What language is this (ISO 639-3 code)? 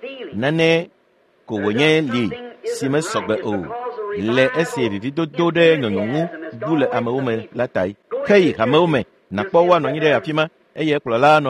ewe